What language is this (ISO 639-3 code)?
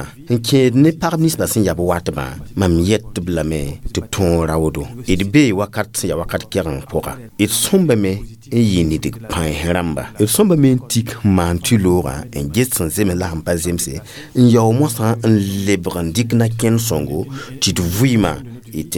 mos